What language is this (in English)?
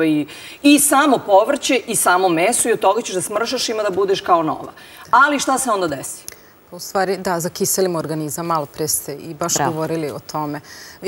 Serbian